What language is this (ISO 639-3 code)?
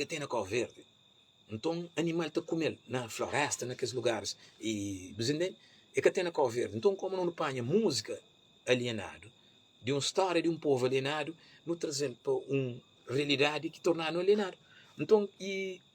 kea